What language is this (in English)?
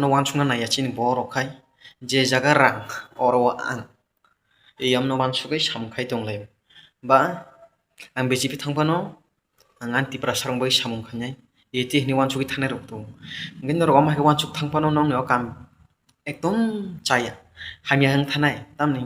Kok Borok